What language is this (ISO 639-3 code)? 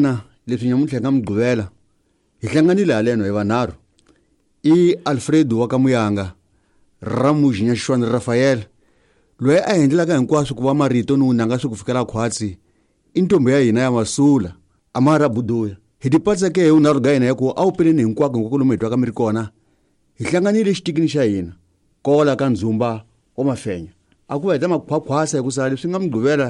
tso